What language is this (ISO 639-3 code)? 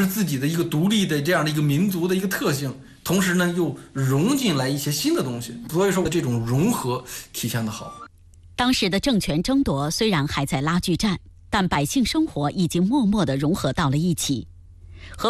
zho